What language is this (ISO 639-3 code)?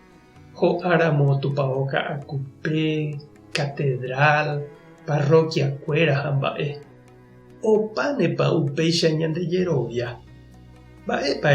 grn